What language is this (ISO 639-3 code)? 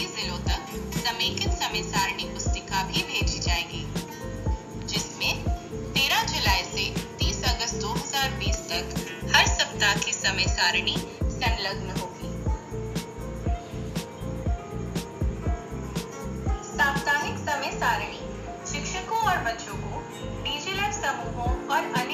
hin